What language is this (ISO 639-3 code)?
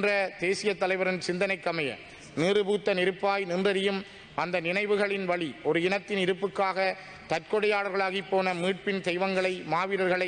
tam